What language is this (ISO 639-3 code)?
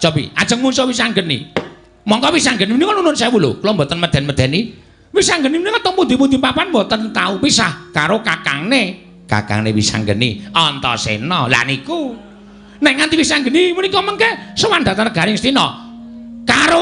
jav